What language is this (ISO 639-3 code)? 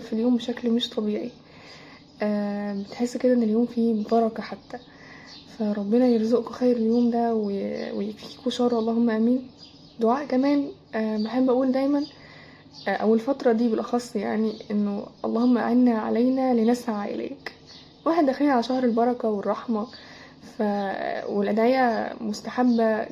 arz